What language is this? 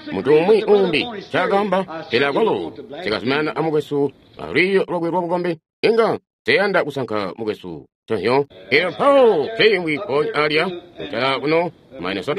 Tonga (Zambia)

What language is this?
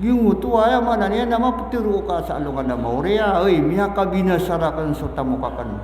Maranao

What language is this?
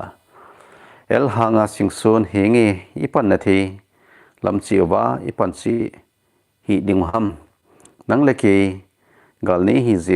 Thado Chin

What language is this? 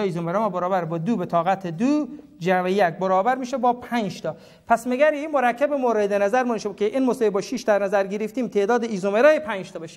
Persian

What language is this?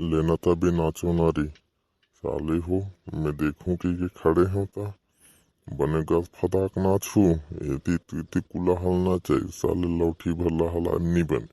Chhattisgarhi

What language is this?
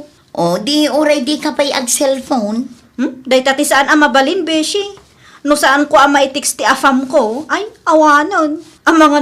Iloko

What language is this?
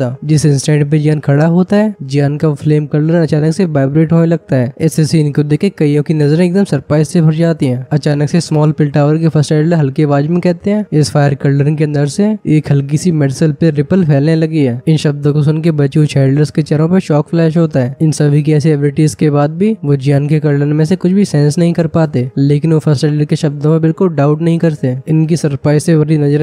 Hindi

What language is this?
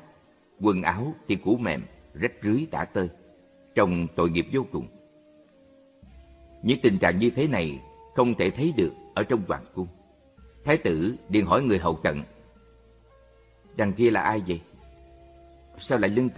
Vietnamese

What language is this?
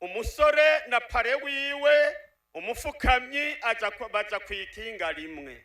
Rundi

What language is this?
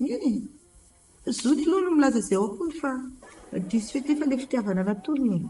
Malagasy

